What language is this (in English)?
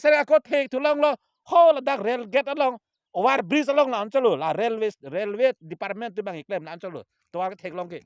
Karbi